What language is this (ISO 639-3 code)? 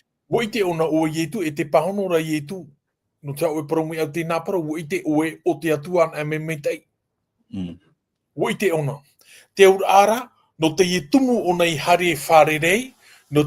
tah